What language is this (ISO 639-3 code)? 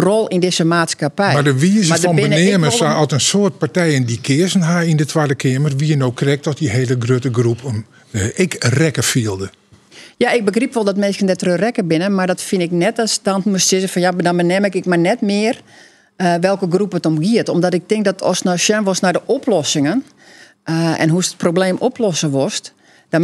fry